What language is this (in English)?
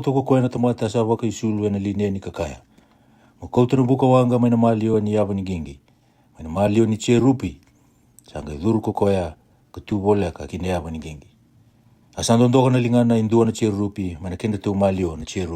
Fijian